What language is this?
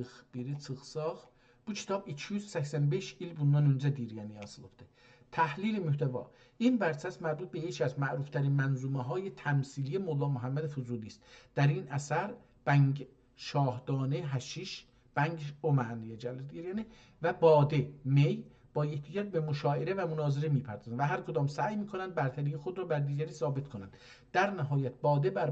South Azerbaijani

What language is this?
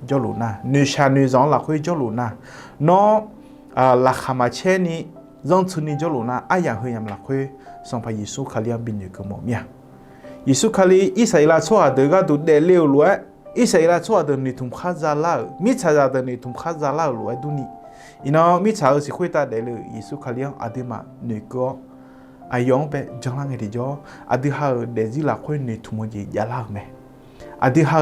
Akha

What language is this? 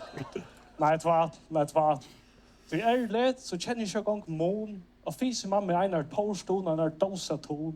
Faroese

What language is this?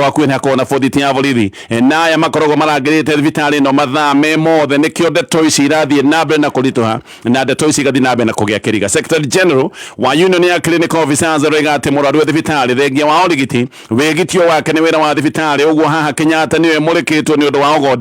Kikuyu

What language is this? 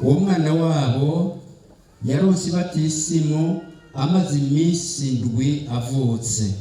Rundi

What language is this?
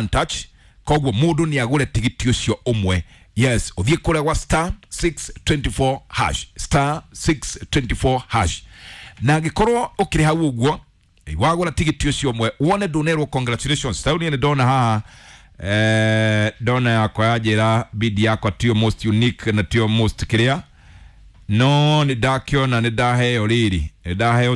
Kikuyu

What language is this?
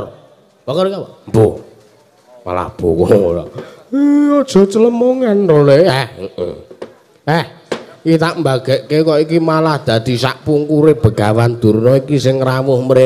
Javanese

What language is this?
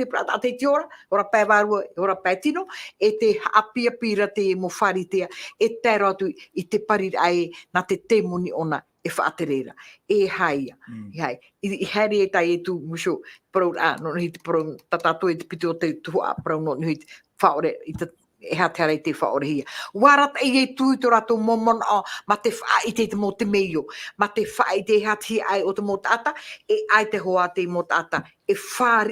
Tahitian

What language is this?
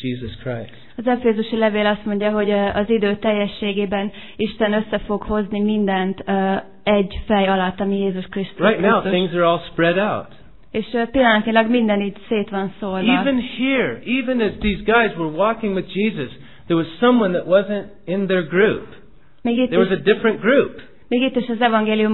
Hungarian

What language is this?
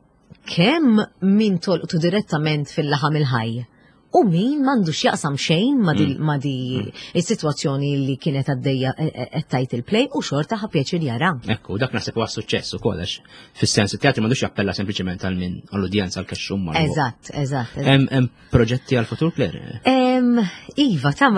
Maltese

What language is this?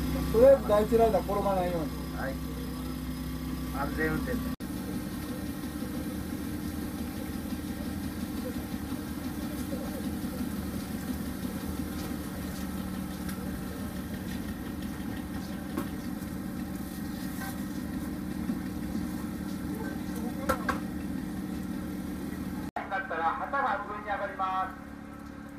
Japanese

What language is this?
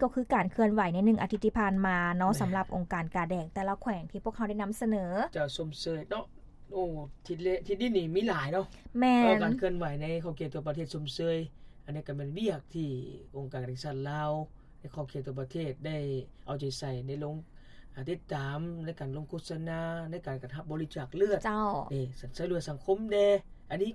Lao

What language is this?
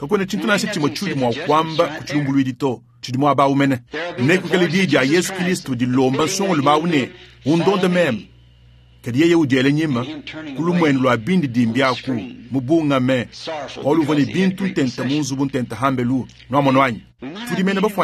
Luba-Lulua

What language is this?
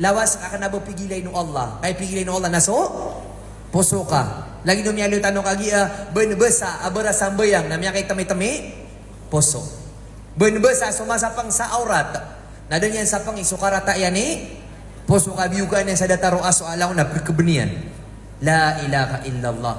Maranao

